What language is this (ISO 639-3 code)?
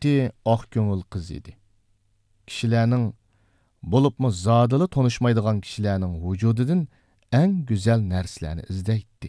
uig